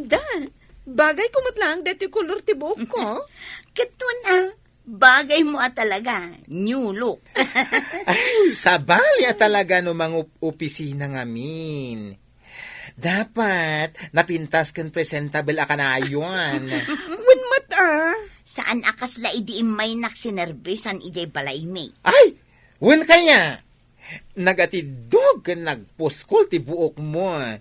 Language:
Iloko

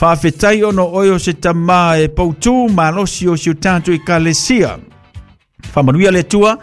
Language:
Samoan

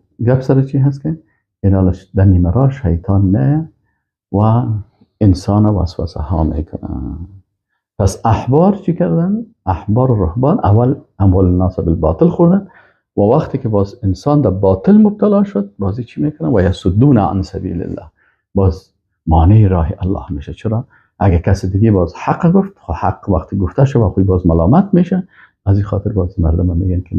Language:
Persian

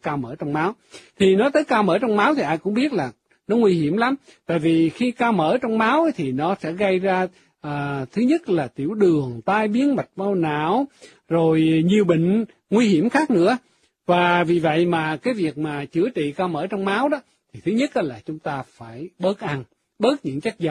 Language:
Vietnamese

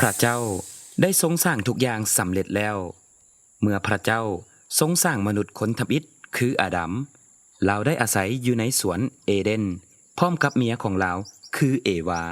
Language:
Lao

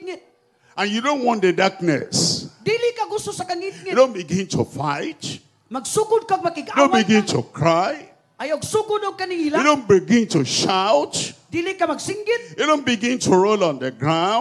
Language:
Cebuano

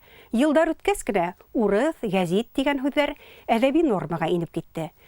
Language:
Bashkir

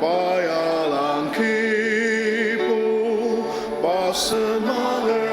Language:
Ao Naga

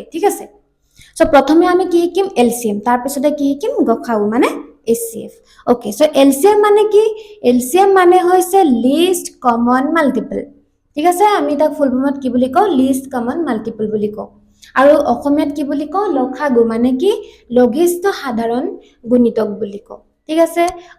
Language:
Assamese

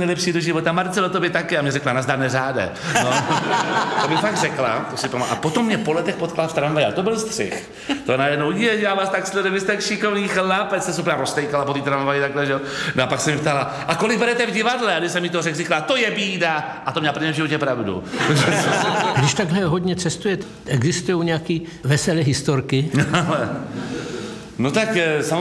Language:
Czech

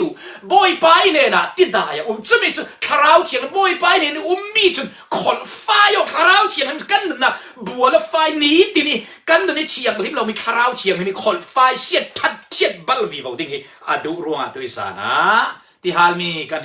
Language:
Falam Chin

